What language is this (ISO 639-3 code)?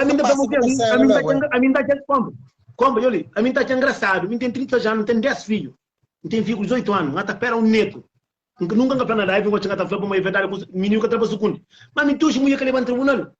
kea